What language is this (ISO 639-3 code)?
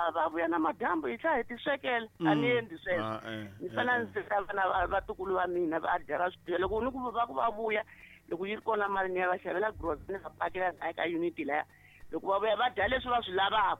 tso